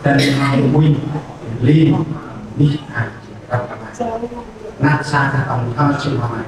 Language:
Central Mnong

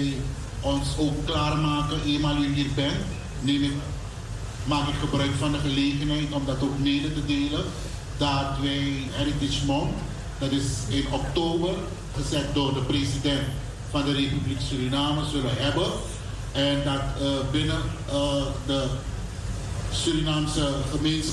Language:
Dutch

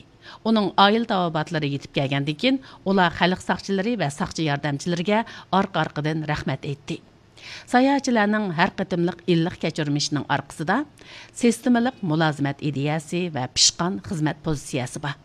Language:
Uyghur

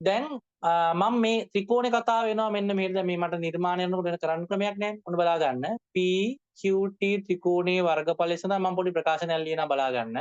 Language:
Sinhala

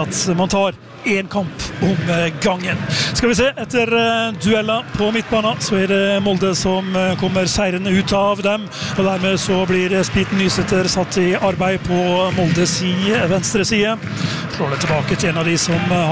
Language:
Norwegian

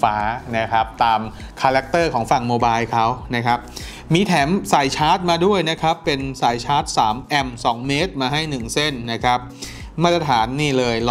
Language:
Thai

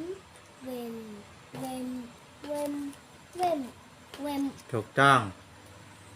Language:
Shan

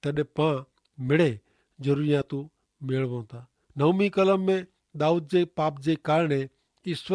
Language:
Kachhi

